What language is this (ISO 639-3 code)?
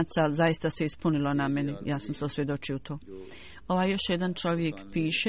bos